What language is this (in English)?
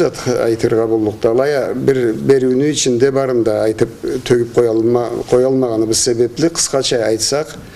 Karachay-Balkar